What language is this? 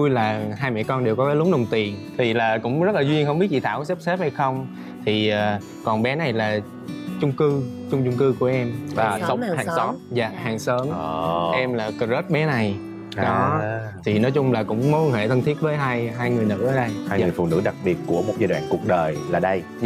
Vietnamese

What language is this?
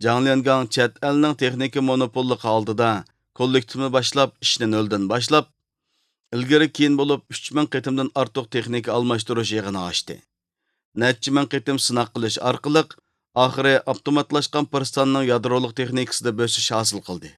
Uyghur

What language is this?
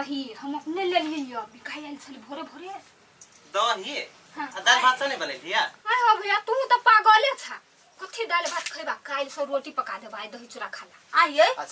Maithili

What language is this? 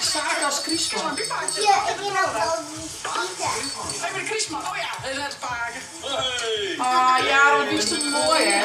Western Frisian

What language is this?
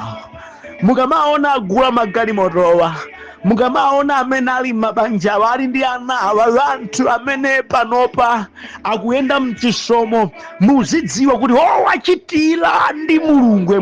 Nyanja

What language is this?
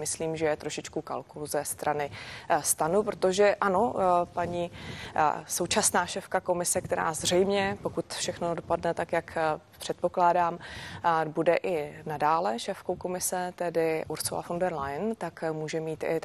Czech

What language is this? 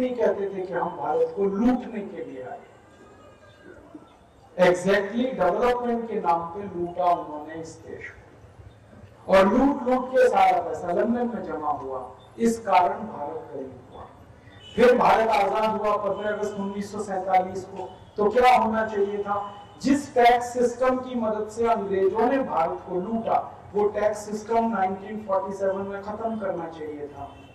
Hindi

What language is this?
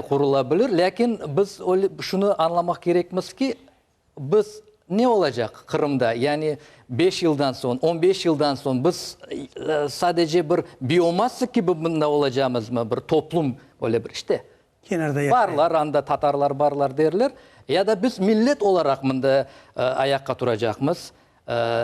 Crimean Tatar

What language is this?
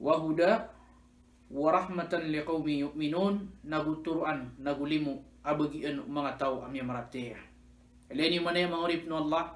Maranao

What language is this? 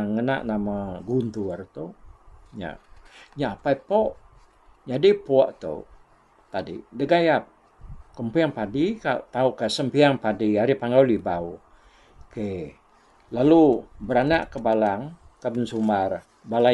Iban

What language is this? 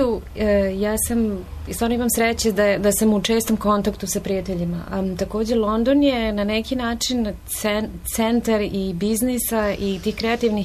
Serbian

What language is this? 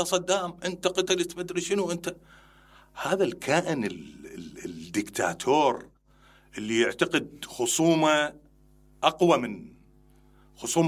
Mesopotamian Arabic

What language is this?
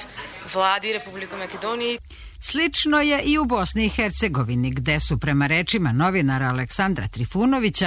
Serbian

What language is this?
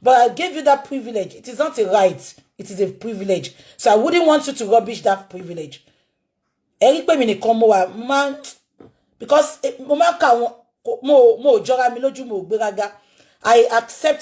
Yoruba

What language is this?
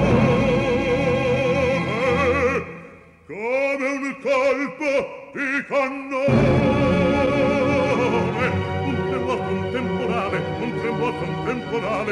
Italian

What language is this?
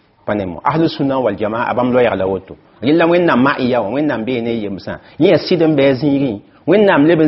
Mossi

